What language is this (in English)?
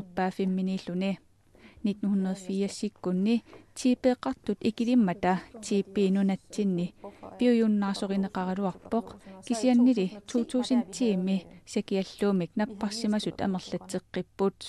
Kalaallisut